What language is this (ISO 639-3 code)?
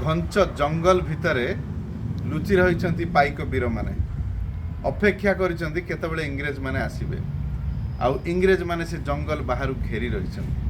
ori